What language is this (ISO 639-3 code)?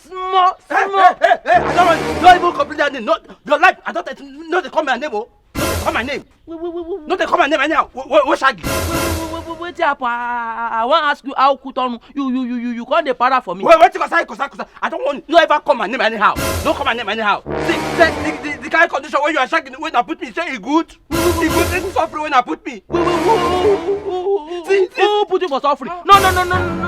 pcm